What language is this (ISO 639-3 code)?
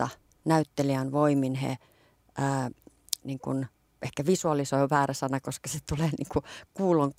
fin